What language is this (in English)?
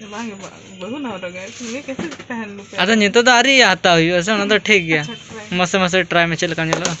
Santali